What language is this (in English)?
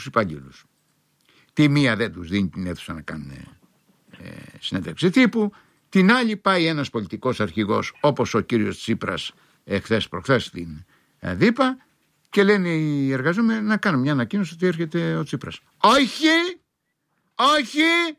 Greek